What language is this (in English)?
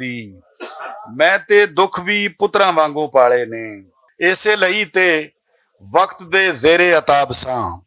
Western Panjabi